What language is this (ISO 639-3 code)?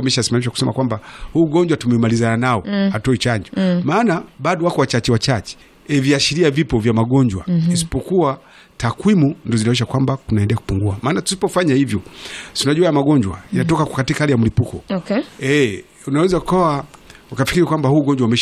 swa